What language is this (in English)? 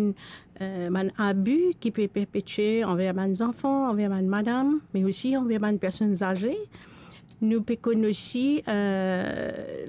Morisyen